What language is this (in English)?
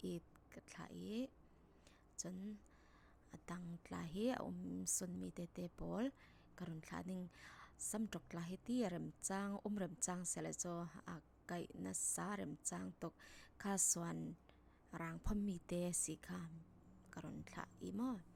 Falam Chin